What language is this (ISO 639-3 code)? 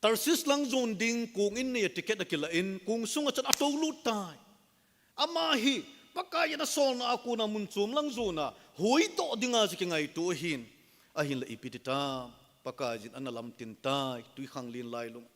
tcz